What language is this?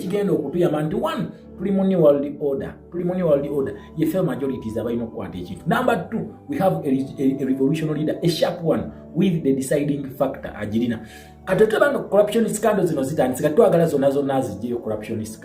Ganda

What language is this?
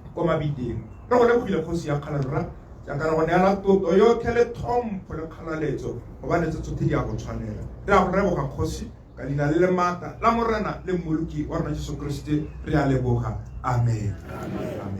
Tswana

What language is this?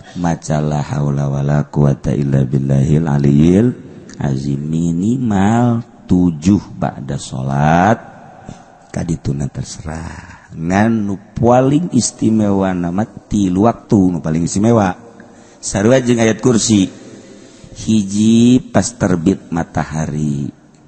Sundanese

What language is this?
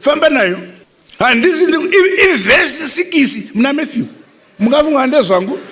Shona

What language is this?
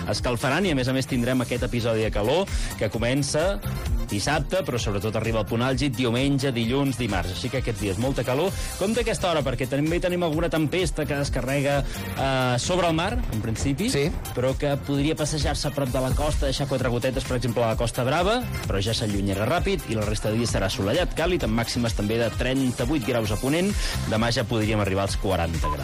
Catalan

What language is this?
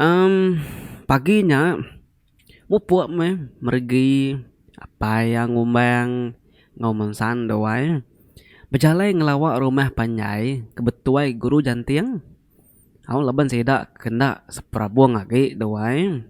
Iban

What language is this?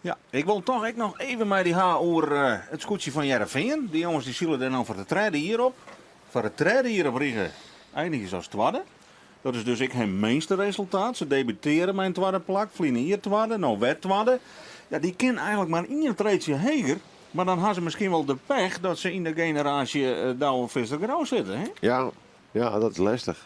Western Frisian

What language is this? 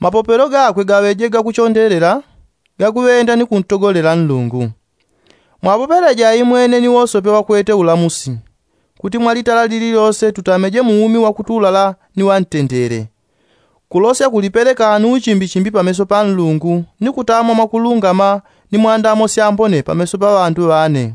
Yao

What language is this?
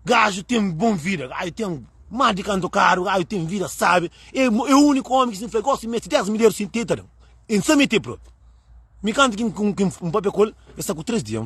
Kabuverdianu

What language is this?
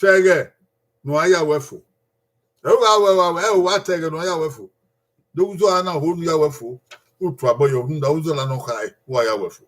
Bini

